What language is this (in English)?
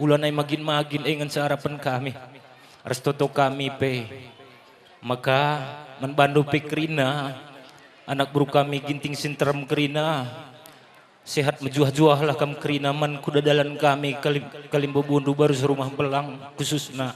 Batak Karo